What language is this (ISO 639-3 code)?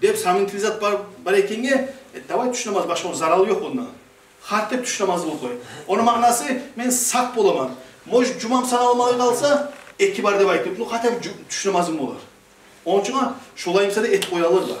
kum